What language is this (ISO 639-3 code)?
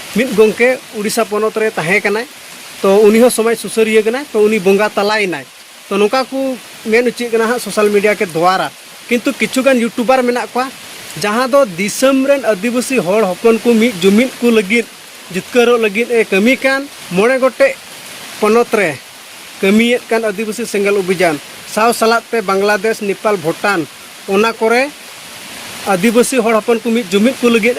sat